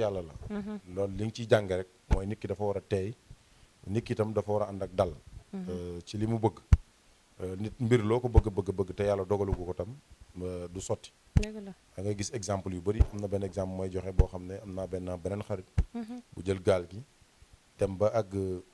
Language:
Wolof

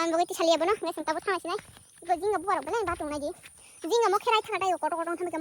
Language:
Kok Borok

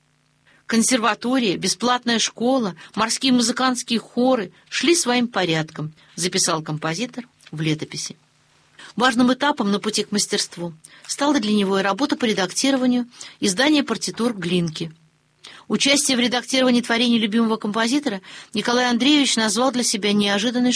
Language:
Russian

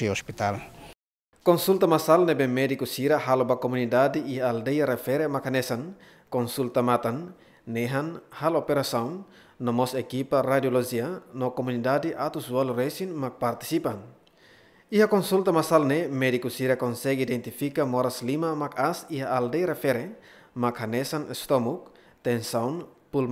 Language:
Tetum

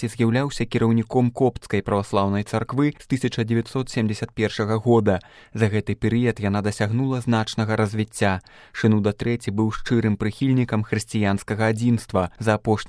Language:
Belarusian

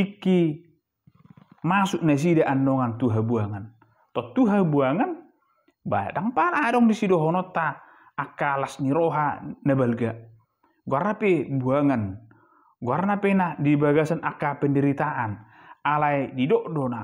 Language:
Batak Toba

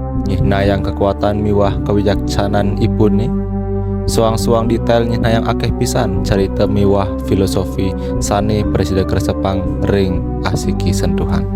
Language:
Balinese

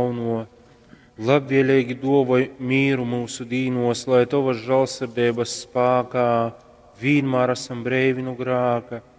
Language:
Latgalian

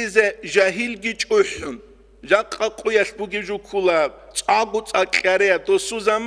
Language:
Avaric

